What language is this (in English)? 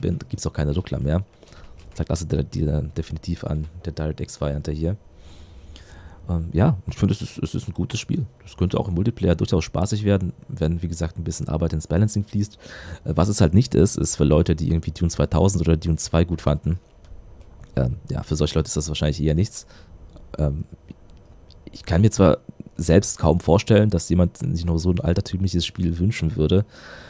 German